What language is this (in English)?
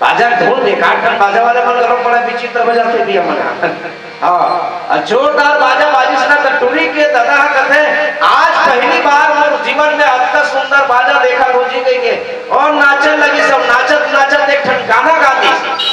Chhattisgarhi